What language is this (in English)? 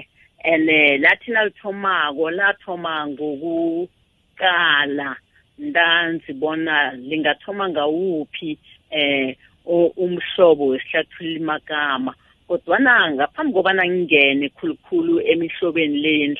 South Ndebele